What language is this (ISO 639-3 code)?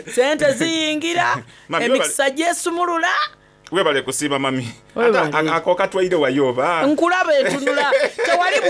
xog